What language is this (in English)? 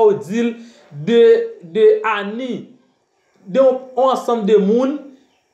Haitian Creole